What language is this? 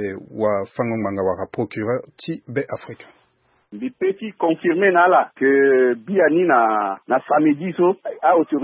Sango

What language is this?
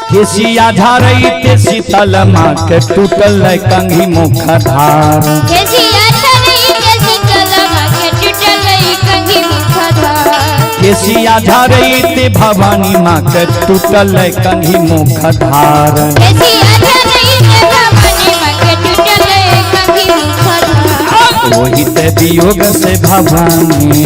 Maithili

